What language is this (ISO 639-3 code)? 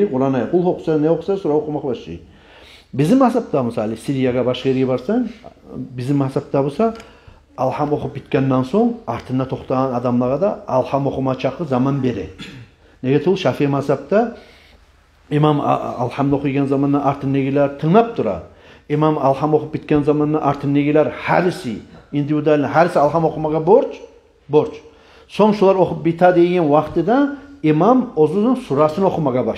kum